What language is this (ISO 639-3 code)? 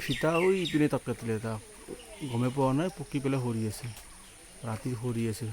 asm